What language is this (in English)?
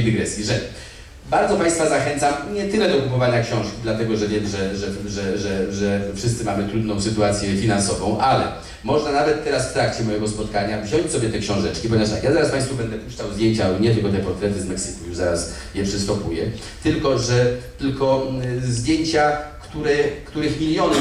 Polish